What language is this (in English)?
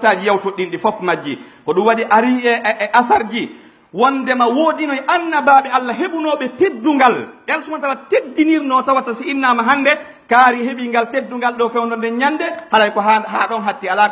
Pular